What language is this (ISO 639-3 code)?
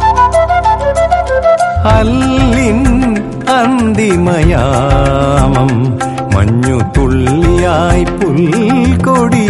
mal